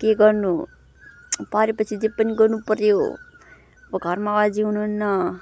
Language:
Nepali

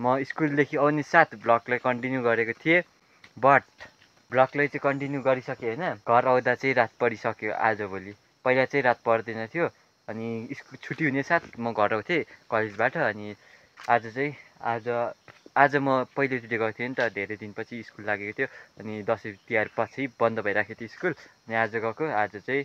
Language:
Nepali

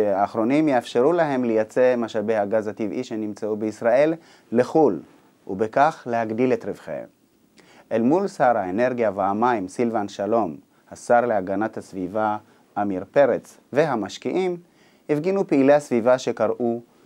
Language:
Hebrew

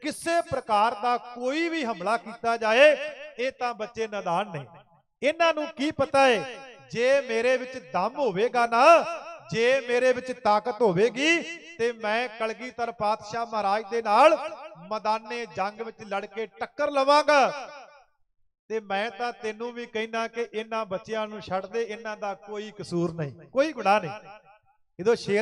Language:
Punjabi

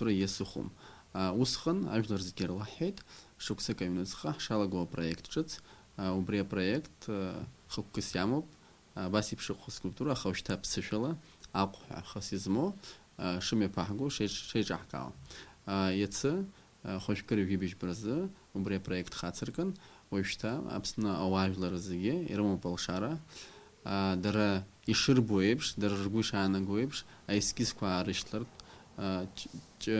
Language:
Abkhazian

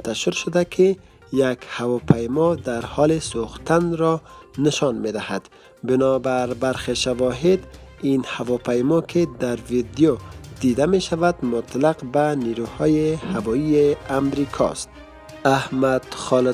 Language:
Persian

